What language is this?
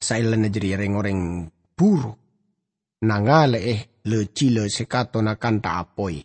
Madurese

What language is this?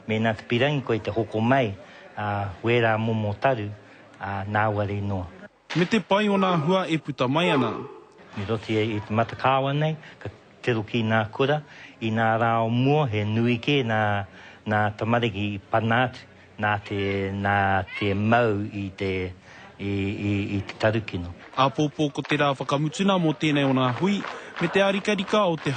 Māori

